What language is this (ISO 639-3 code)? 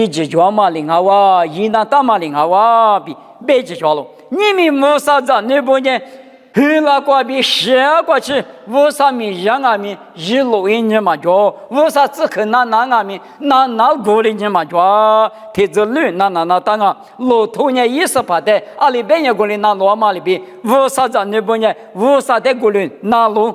lis